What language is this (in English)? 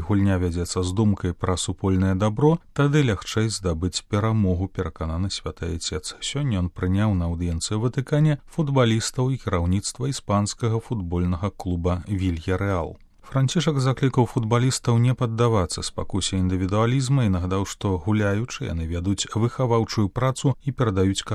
Belarusian